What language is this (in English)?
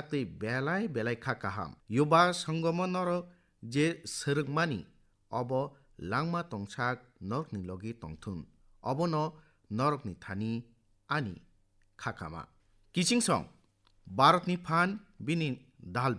Kok Borok